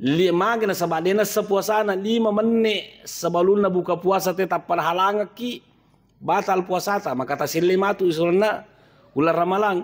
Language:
Buginese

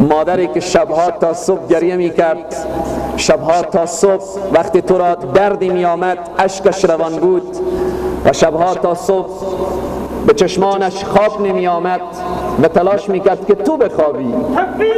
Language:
Persian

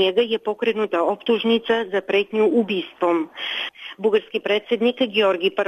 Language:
Serbian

